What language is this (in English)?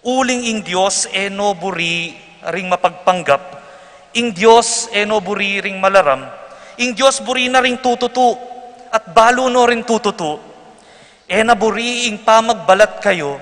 Pampanga